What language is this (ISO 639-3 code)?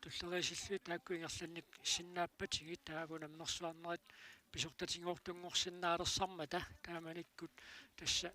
kal